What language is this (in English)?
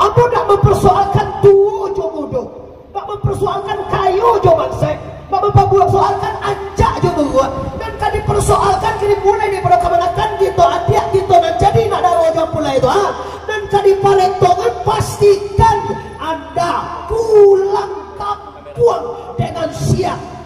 Minangkabau